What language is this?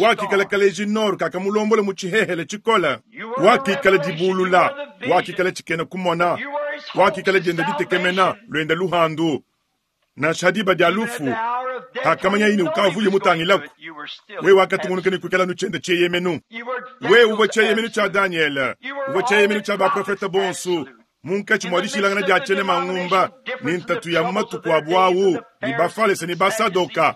Luba-Lulua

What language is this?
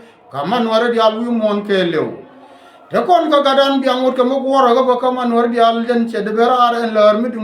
Nuer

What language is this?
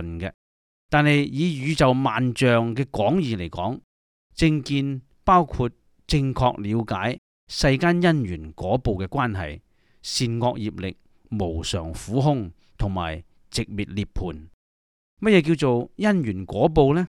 Cantonese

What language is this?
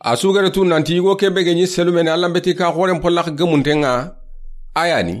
Soninke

